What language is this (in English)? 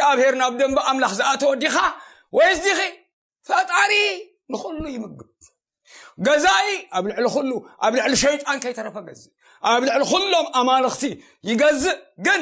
Tigrinya